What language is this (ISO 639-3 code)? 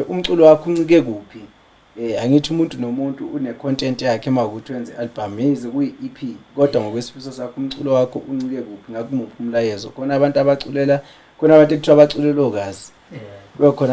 zul